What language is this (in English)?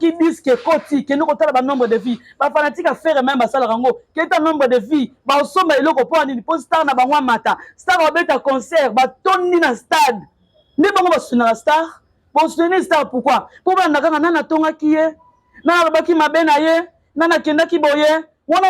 Lingala